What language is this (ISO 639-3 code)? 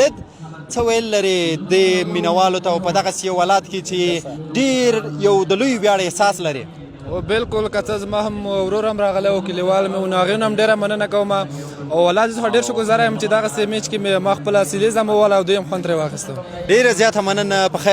pus